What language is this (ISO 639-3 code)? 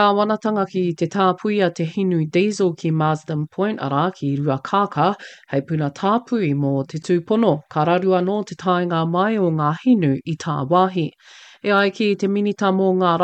mri